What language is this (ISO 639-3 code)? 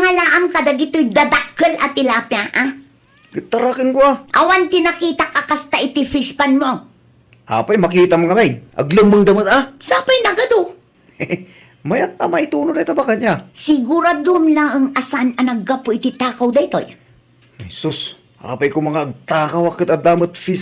ilo